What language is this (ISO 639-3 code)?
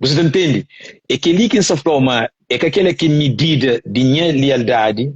kea